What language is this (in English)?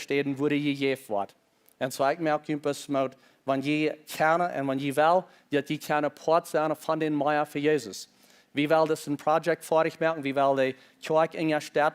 Plautdietsch